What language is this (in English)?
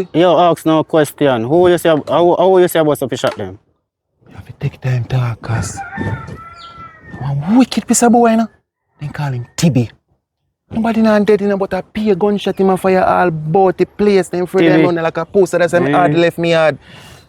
Jamaican Creole English